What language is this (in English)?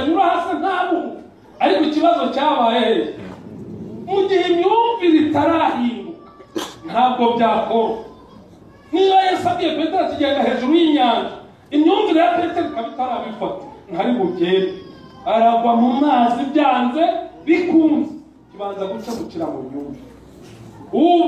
Kinyarwanda